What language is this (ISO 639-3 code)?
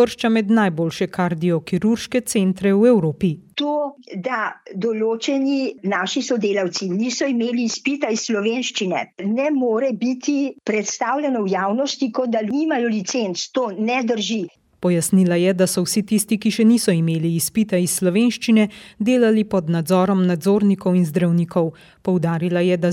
slv